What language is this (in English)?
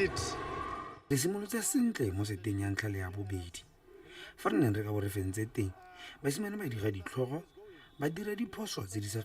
Tswana